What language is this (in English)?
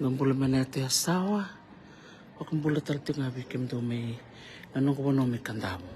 Fijian